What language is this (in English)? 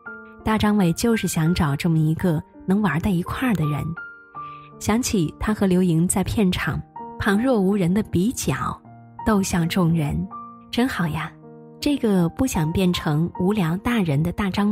Chinese